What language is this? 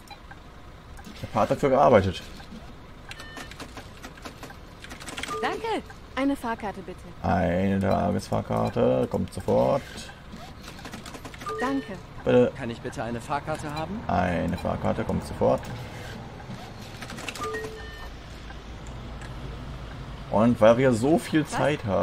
German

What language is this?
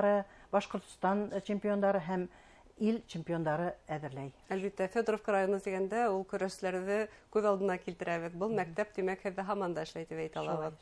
Bashkir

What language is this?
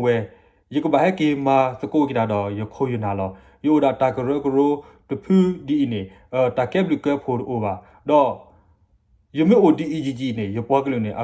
S'gaw Karen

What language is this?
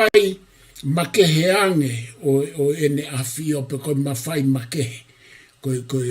Tongan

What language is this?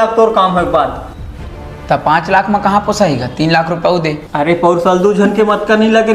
Chhattisgarhi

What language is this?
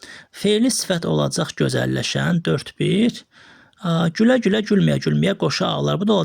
Azerbaijani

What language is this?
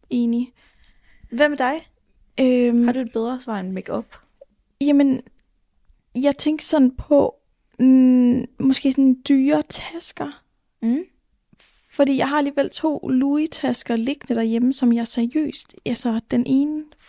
Danish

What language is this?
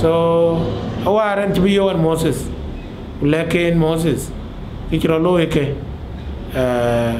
Dinka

